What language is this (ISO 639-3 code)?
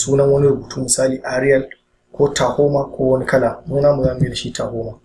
hau